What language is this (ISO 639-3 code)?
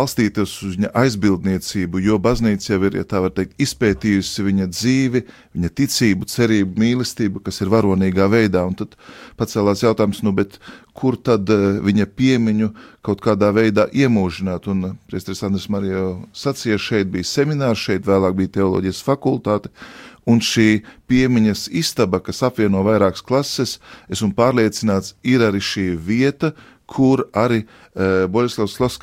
lav